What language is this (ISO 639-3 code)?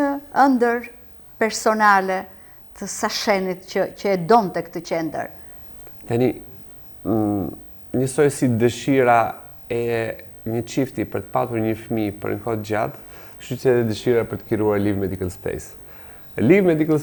sqi